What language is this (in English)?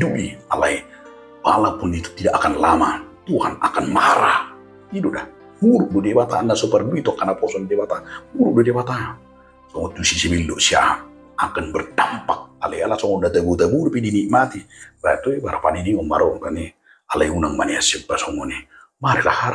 Batak Toba